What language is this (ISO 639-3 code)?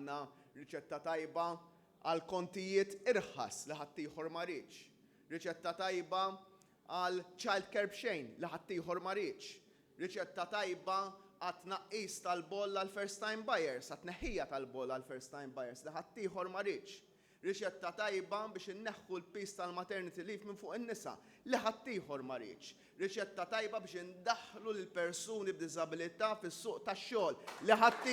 mlt